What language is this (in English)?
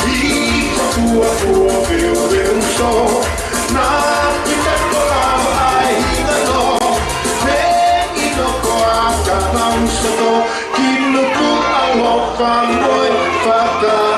Tongan